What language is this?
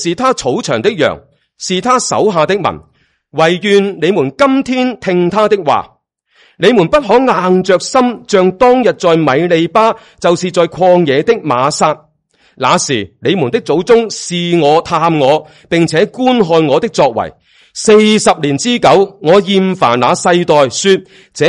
Cantonese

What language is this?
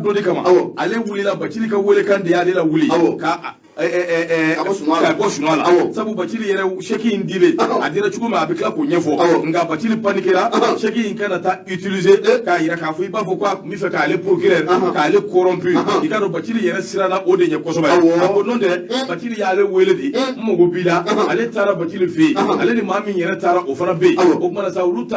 Bambara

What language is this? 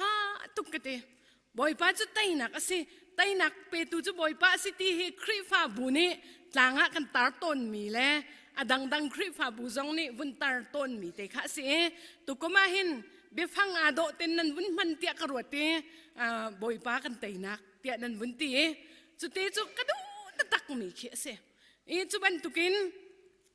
Hakha Chin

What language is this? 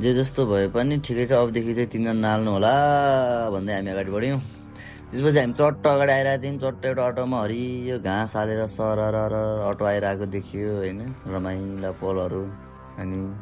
Nepali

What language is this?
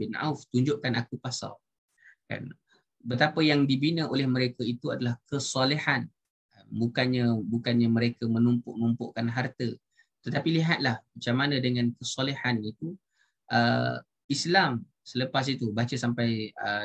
Malay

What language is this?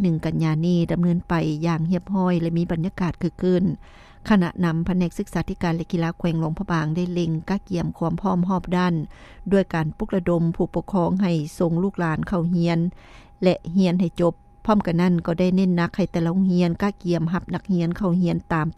Lao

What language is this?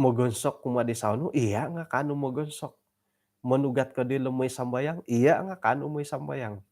Central Dusun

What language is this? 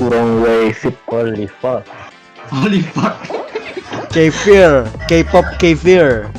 Banjar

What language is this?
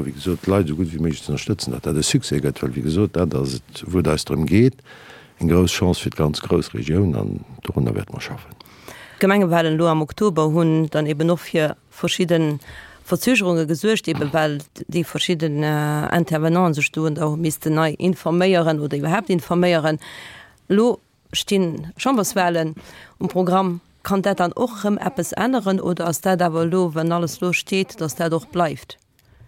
Luxembourgish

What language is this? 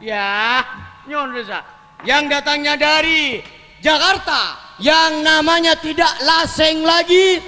Madurese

